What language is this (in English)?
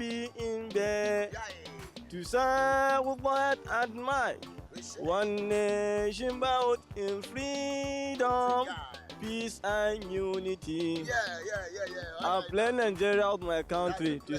Nigerian Pidgin